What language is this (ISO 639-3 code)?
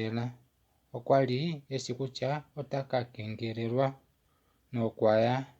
kua